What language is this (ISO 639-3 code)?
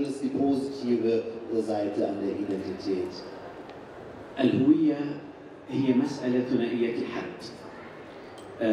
ara